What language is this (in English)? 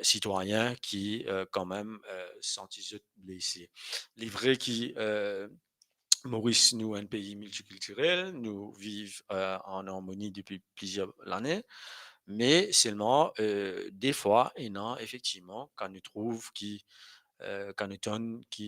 Morisyen